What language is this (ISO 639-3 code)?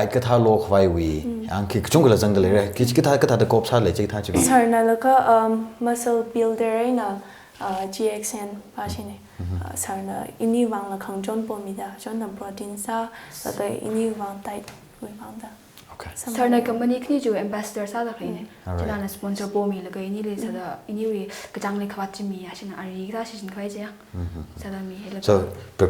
nmf